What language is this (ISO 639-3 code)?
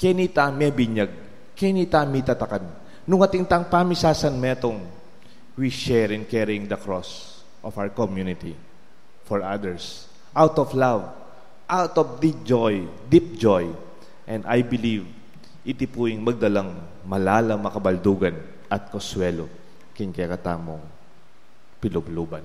pam